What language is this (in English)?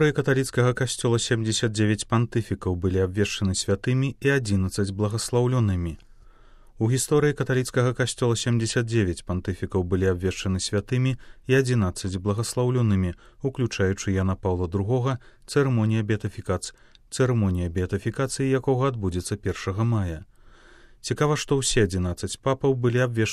Belarusian